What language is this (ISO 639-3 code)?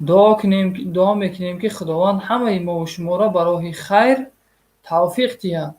tgk